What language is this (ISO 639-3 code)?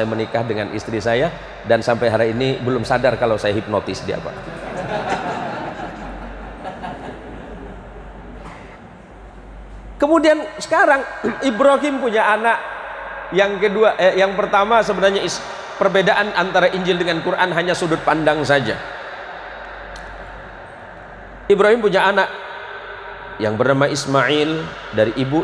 ind